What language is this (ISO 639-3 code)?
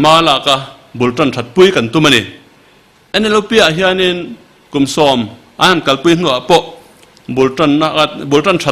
lus